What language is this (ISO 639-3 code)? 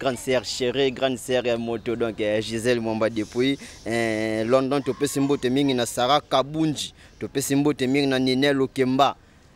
lin